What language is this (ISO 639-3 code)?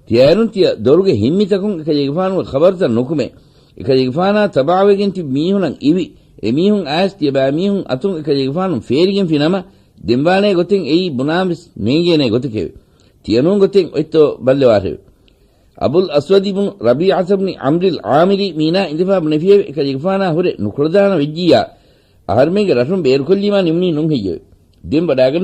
div